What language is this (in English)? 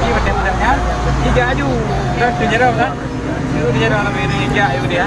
Achinese